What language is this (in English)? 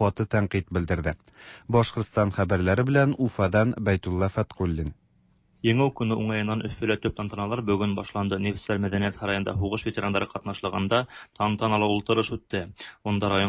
Tatar